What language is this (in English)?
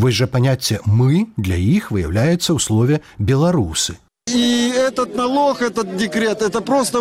Belarusian